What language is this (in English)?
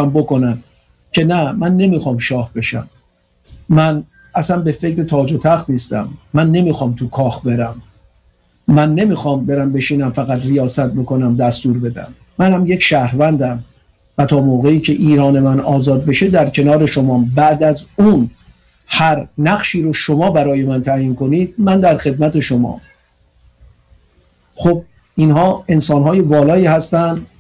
Persian